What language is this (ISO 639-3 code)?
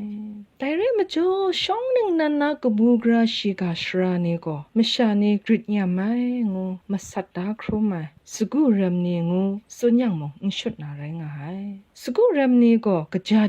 kac